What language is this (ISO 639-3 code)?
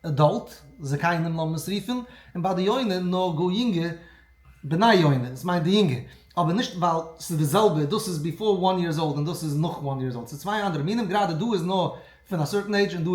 yid